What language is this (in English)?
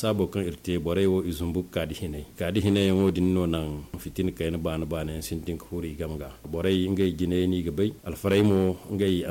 Zarma